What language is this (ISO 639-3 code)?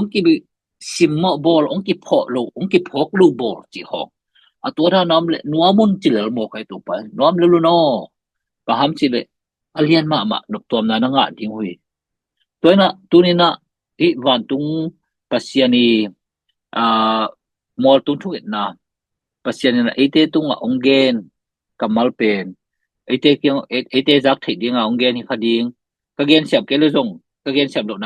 ctd